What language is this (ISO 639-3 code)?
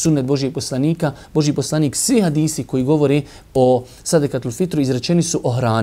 bos